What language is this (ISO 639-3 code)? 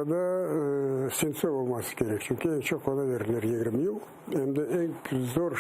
crh